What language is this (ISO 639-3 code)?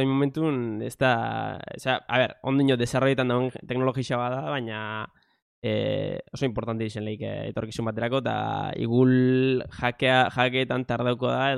eus